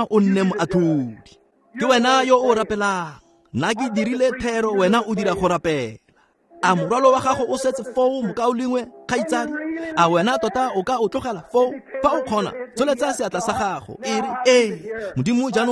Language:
Tswana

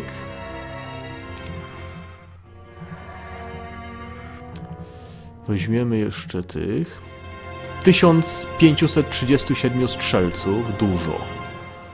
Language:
Polish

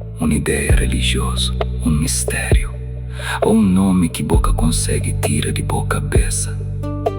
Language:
Kabuverdianu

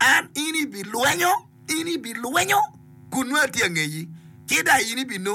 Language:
Acoli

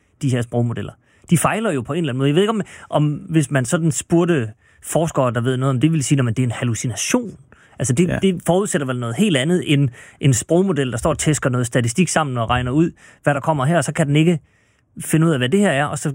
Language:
Danish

